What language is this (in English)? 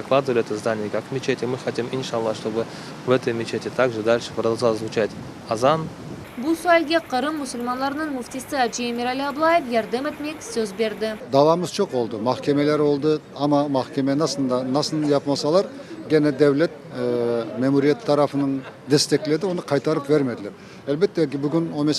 Crimean Tatar